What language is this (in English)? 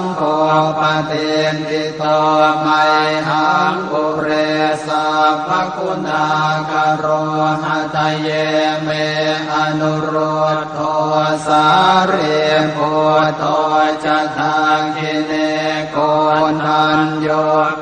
Pali